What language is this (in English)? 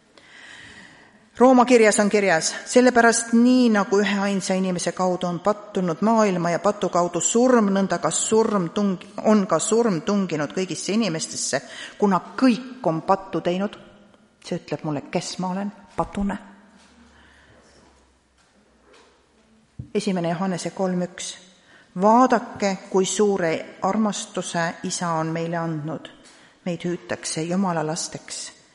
Estonian